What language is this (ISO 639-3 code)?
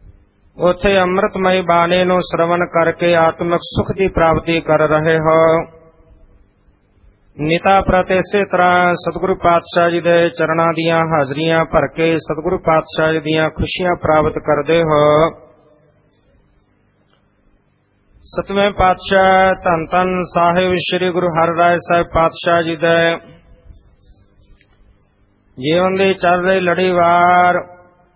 pan